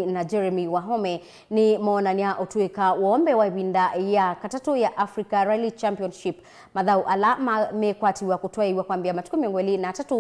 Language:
Kamba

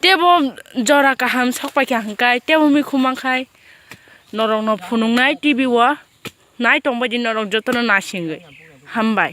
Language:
Kok Borok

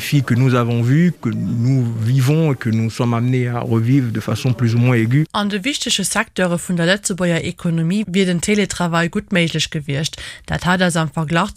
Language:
Luxembourgish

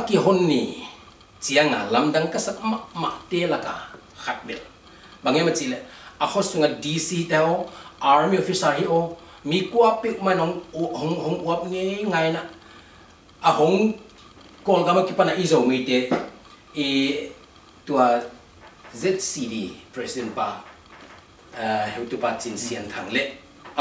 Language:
Tedim Chin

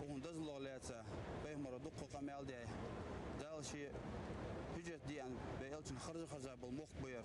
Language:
Ingush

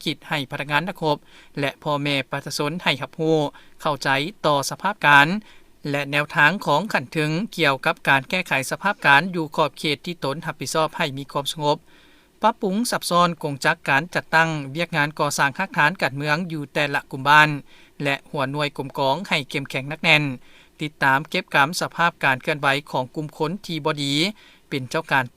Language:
Lao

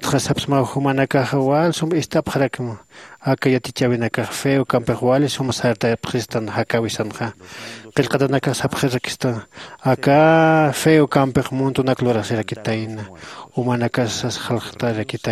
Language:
Aymara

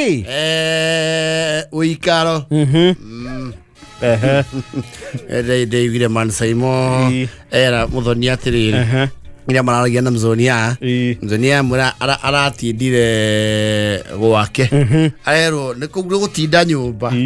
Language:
Kikuyu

